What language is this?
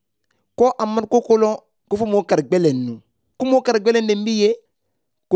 Bambara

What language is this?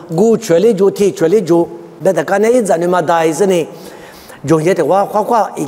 Lisu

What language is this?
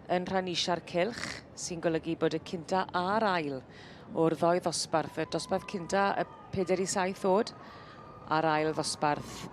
Welsh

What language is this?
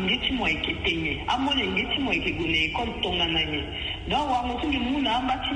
Sango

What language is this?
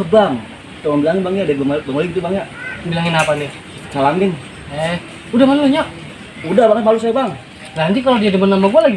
Betawi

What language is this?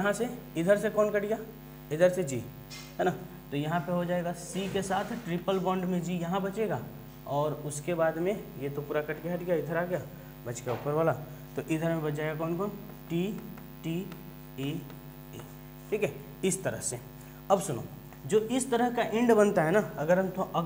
Hindi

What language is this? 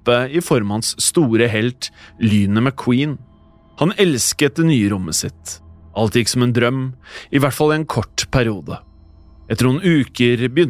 Norwegian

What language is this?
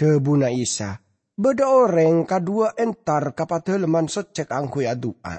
Madurese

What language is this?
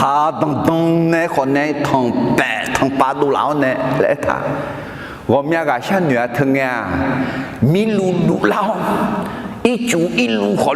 Akha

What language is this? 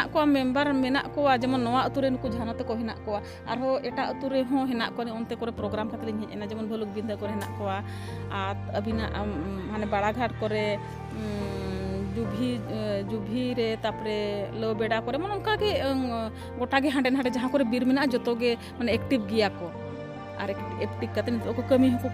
Santali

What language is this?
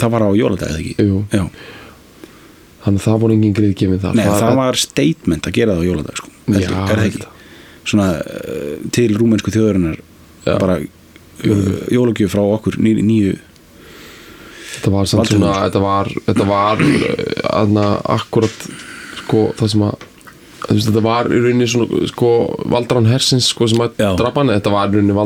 Icelandic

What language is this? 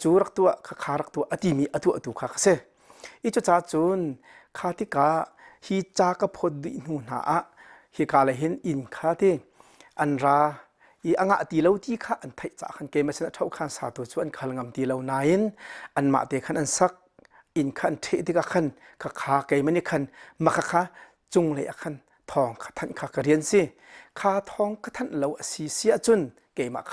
Hakha Chin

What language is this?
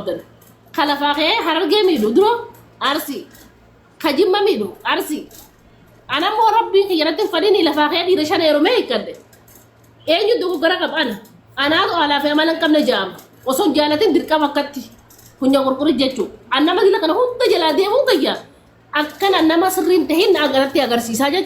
Oromo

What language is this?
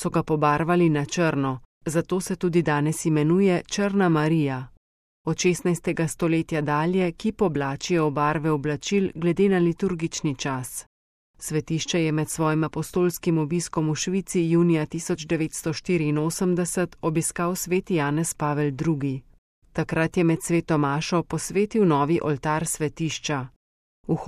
Slovenian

